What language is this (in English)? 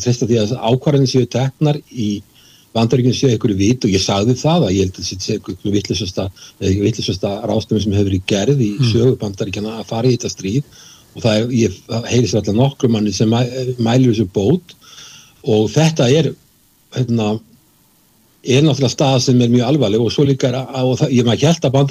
Icelandic